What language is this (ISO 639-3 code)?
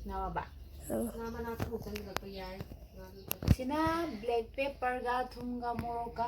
mni